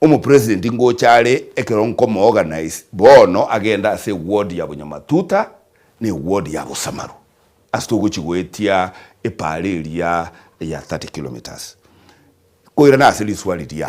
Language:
Gusii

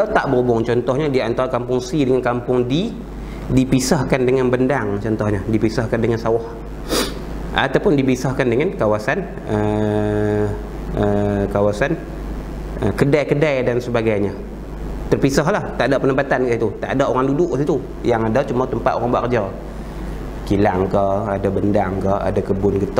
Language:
Malay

